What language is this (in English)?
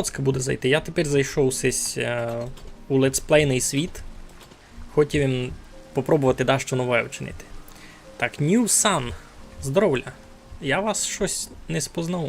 Rusyn